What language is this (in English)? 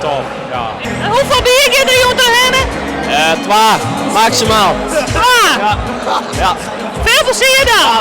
Western Frisian